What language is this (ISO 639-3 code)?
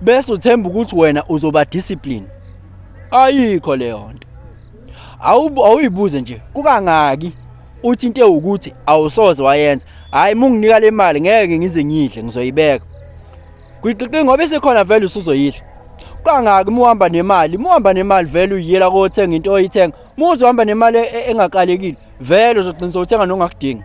zul